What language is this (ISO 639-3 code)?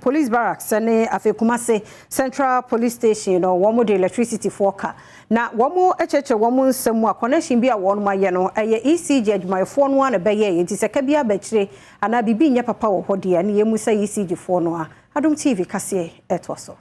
aka